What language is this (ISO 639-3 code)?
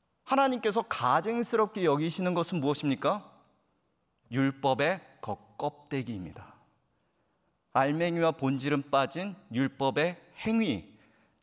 kor